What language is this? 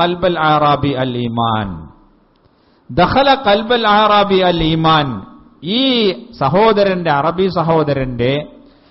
Malayalam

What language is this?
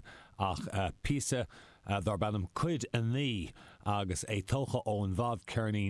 Irish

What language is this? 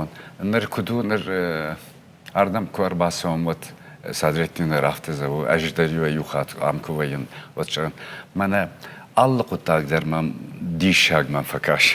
Ossetic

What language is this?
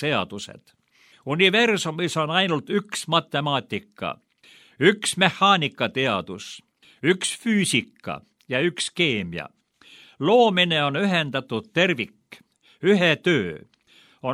Estonian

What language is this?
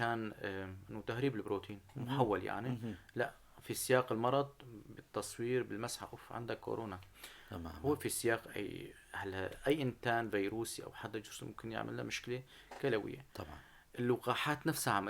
North Levantine Arabic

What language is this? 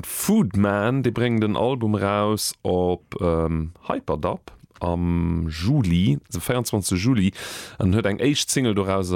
Luxembourgish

